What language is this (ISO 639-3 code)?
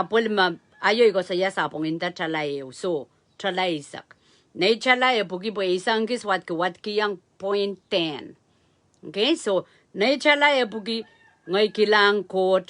pon